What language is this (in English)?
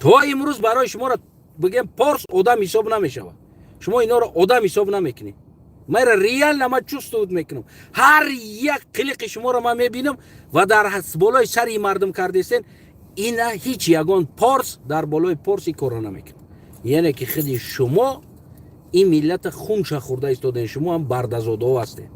Tajik